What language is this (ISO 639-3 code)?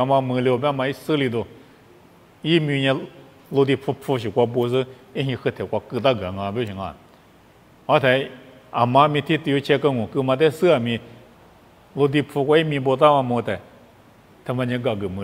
lis